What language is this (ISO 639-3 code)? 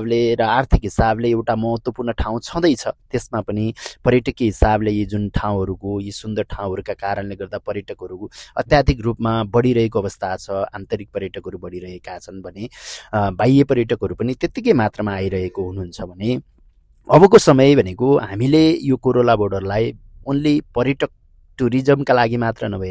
nep